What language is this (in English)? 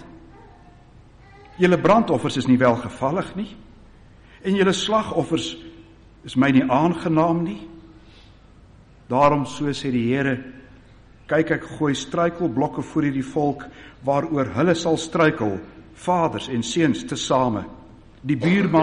Afrikaans